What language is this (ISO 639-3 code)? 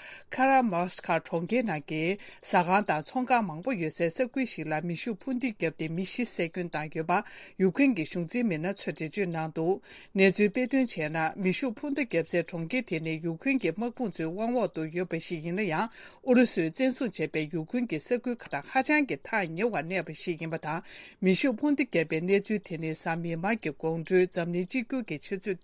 bod